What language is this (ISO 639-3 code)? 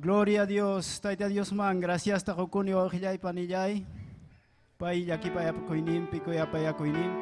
quy